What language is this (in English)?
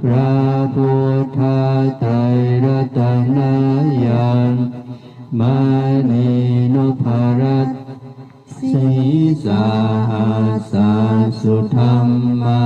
Pali